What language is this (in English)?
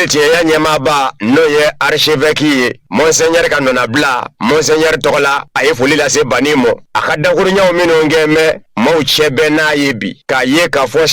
Bambara